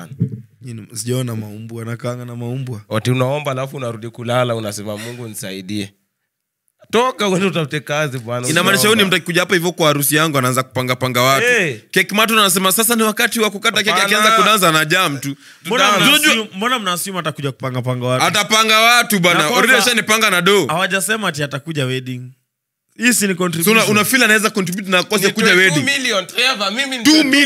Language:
Swahili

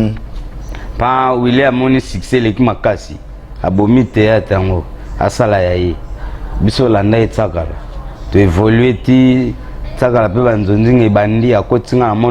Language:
Lingala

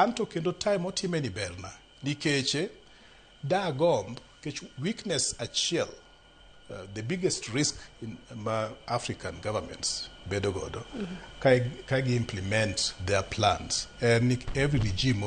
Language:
Luo (Kenya and Tanzania)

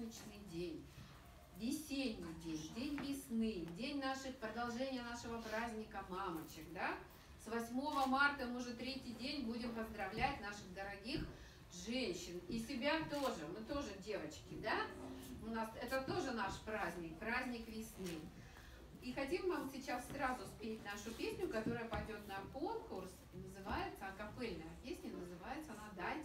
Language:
Russian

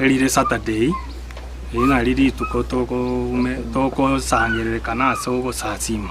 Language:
Gusii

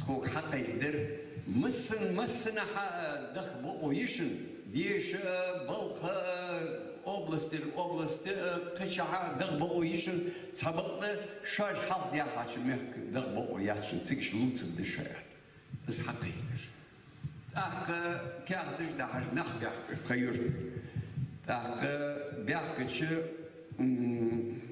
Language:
Ingush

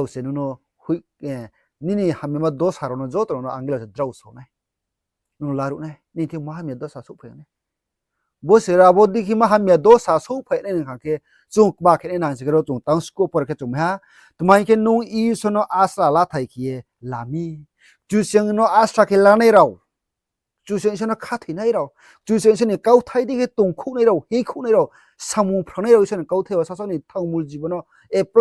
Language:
Riang (India)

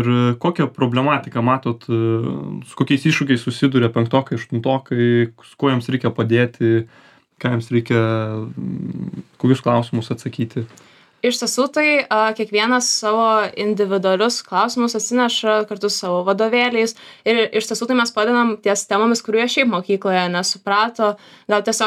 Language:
Lithuanian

